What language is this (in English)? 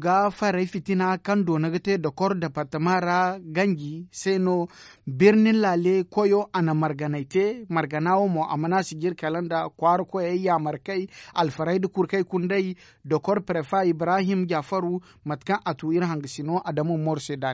Zarma